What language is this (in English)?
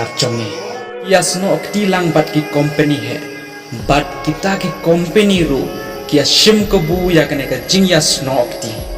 Khasi